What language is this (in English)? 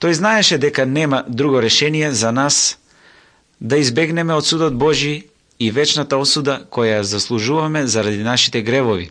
Macedonian